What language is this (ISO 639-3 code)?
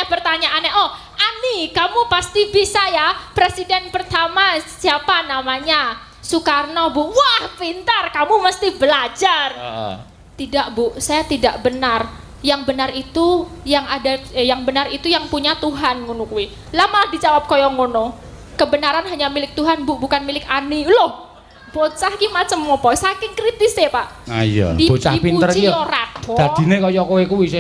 jav